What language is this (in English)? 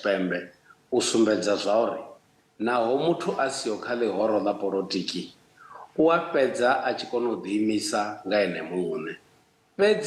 Venda